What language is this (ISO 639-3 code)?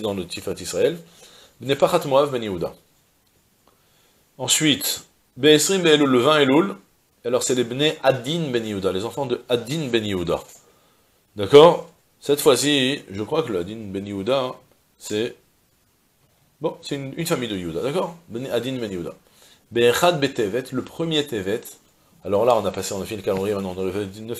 fra